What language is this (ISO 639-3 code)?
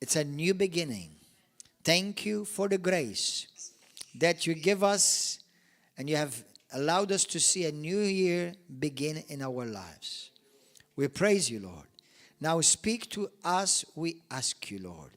eng